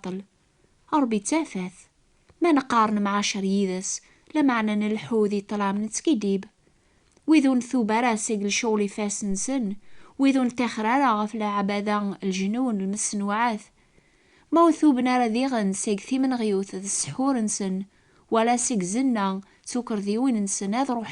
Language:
Kabyle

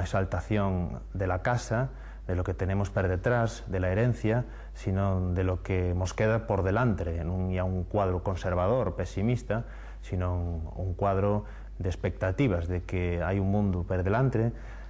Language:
Asturian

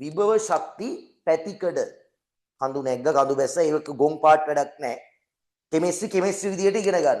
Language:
Sinhala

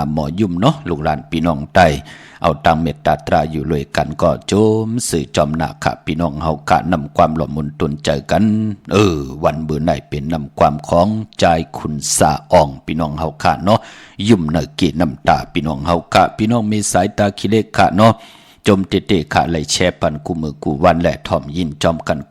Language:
Shan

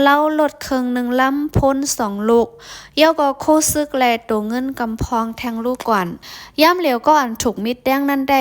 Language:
Shan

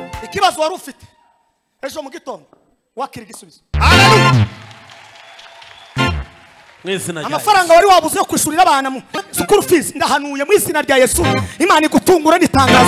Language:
Kinyarwanda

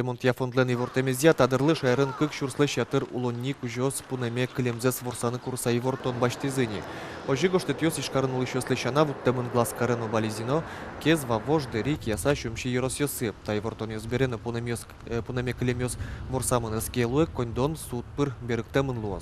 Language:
Udmurt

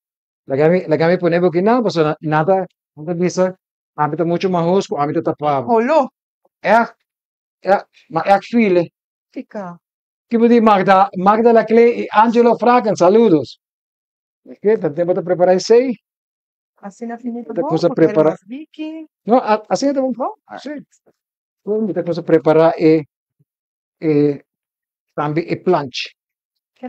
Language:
Papiamento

